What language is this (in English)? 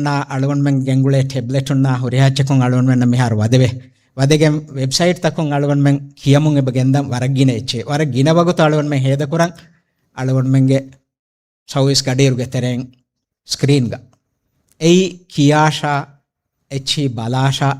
Divehi